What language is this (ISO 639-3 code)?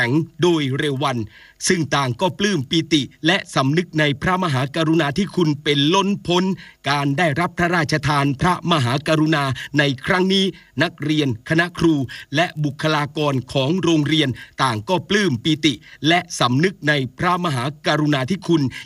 tha